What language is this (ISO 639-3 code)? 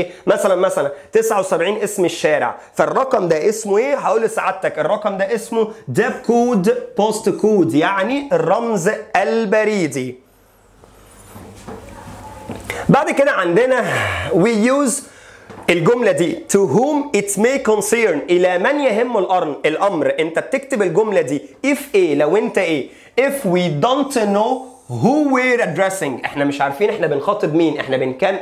arz